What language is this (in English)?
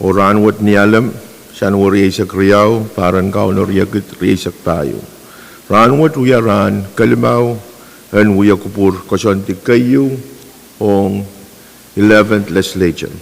Pohnpeian